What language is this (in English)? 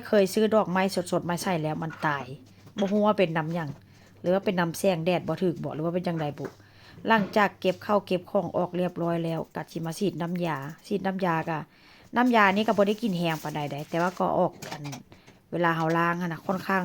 Northeastern Thai